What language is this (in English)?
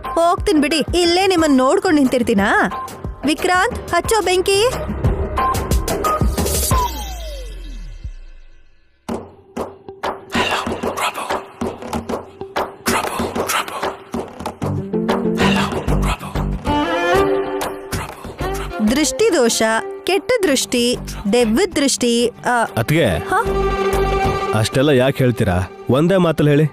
Kannada